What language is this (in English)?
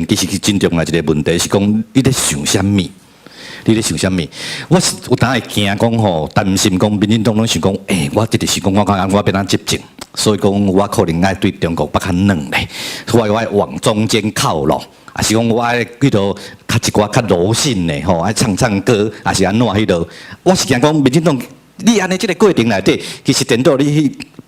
Min Nan Chinese